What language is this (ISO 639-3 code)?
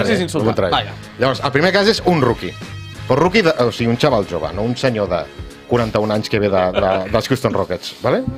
cat